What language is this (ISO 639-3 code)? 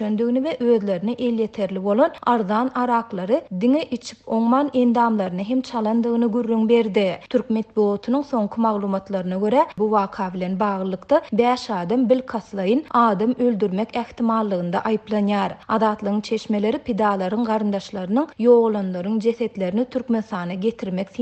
tuk